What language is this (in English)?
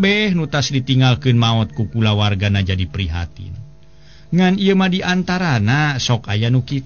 Sundanese